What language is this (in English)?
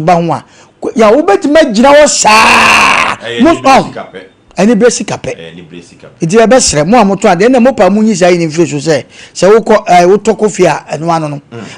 Akan